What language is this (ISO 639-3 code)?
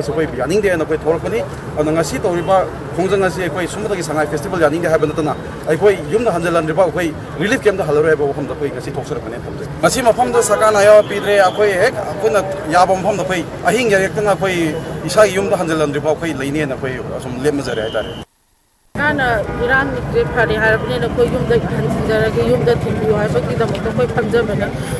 mni